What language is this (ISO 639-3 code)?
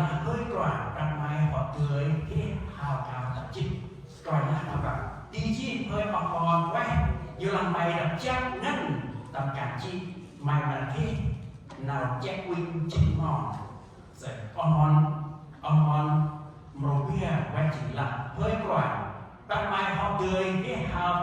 cmo